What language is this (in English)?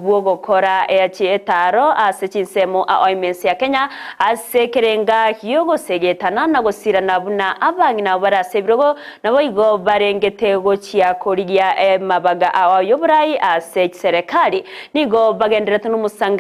Gusii